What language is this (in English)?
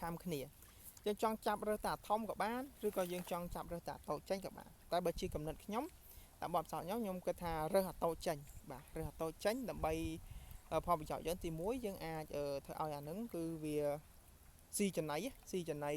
Khmer